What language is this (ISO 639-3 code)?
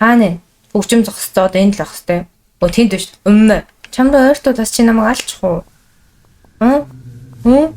mon